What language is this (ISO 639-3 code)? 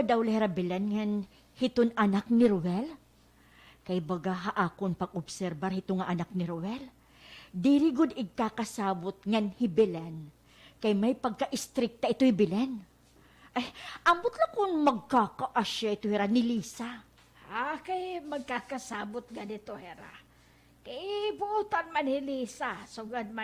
war